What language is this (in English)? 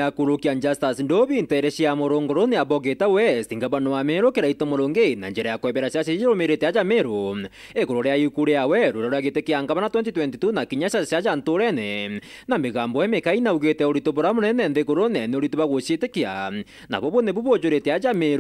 Meru